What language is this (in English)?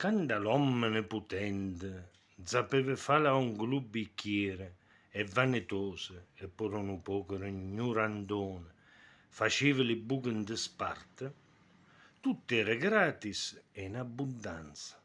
Neapolitan